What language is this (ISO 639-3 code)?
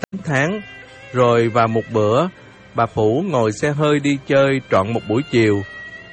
vie